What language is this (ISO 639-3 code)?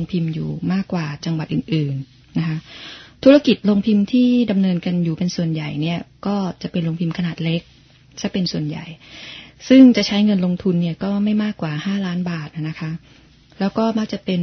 tha